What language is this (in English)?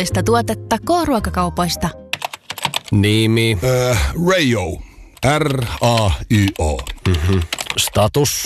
Finnish